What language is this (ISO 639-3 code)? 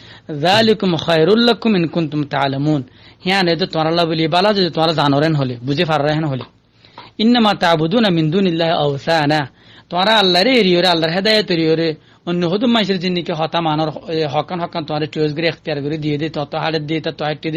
rhg